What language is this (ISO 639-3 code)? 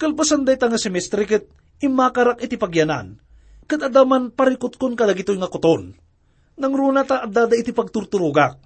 ilo